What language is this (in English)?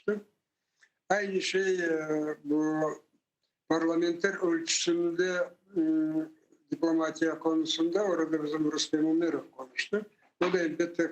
Crimean Tatar